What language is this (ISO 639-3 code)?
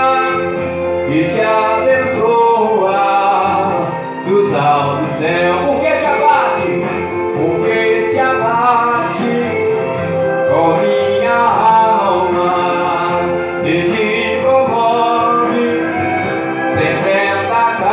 por